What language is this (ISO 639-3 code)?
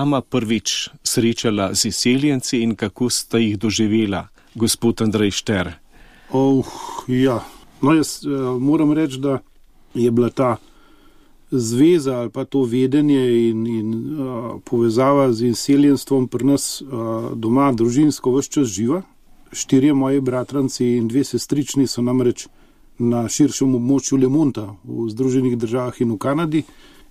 slv